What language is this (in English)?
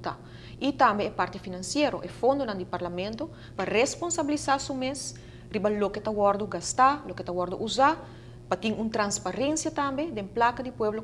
Papiamento